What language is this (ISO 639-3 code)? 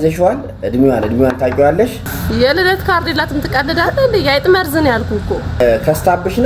amh